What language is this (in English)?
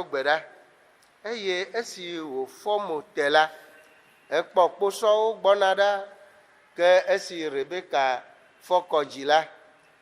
Ewe